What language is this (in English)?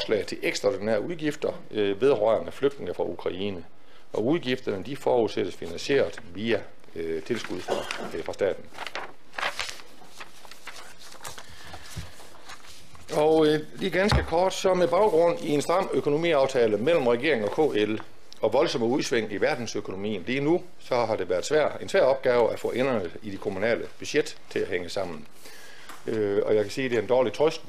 Danish